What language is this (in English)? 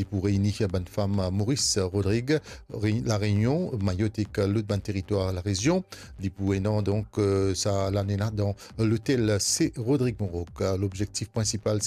Morisyen